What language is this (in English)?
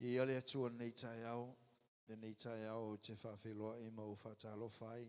Samoan